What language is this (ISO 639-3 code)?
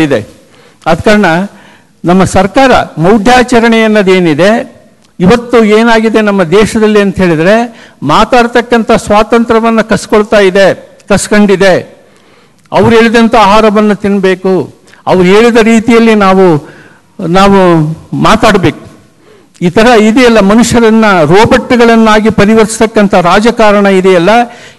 kan